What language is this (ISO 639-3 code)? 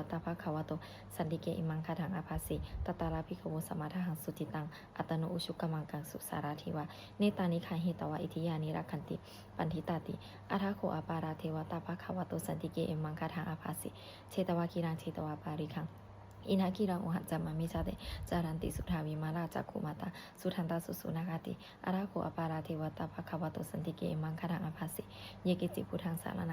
pli